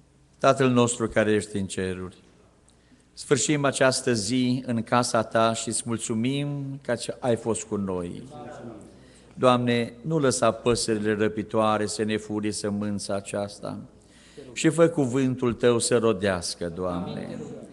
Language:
Romanian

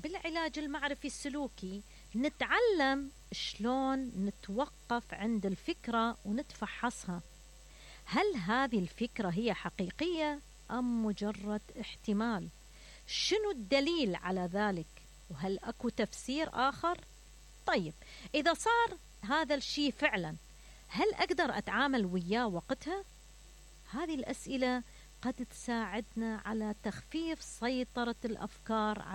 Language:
Mesopotamian Arabic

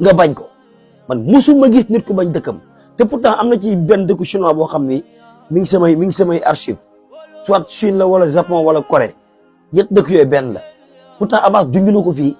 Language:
Wolof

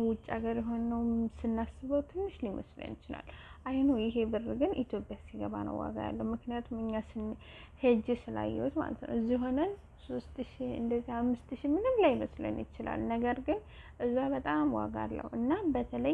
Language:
Amharic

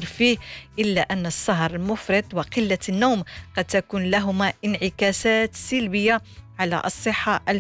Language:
Arabic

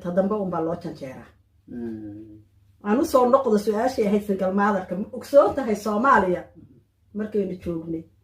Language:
Somali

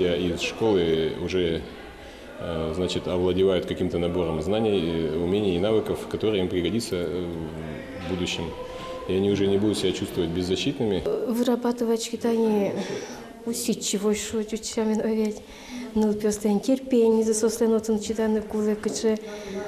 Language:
Udmurt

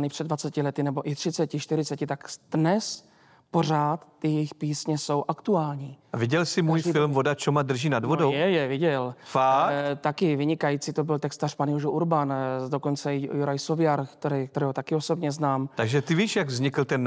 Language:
Czech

